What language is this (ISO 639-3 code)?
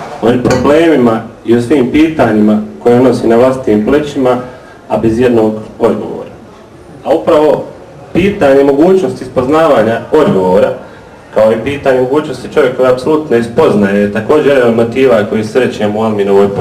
bos